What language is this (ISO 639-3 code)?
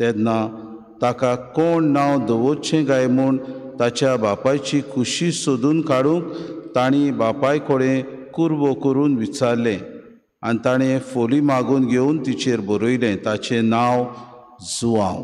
kok